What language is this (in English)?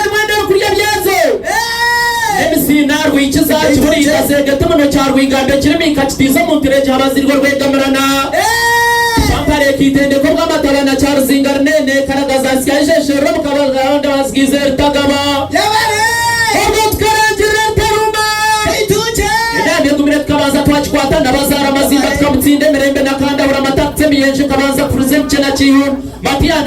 Nyankole